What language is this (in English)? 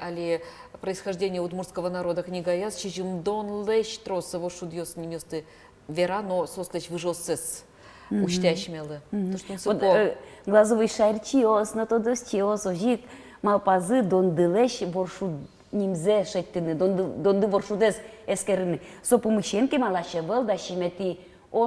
Udmurt